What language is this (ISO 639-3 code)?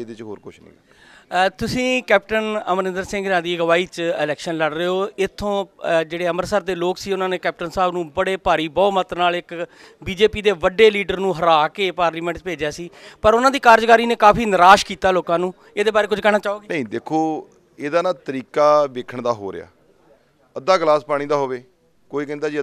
pan